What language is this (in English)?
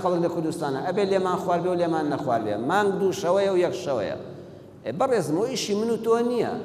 Central Kurdish